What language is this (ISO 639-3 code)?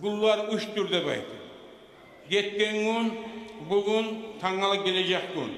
kum